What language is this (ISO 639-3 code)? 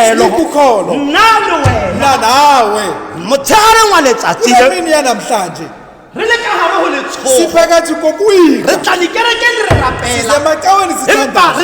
tsn